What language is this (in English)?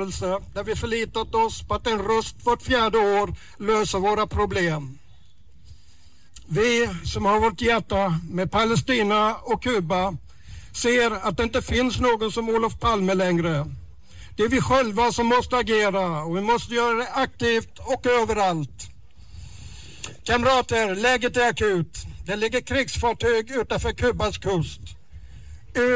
Swedish